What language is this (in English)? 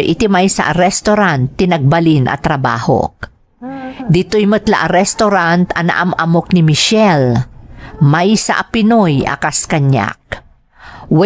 Iloko